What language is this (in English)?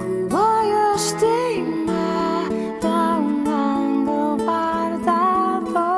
Papiamento